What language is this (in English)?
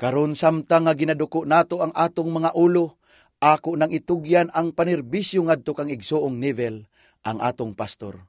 Cebuano